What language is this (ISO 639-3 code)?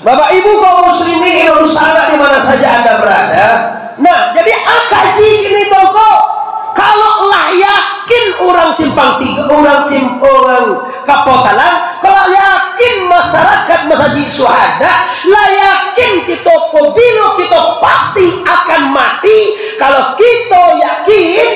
min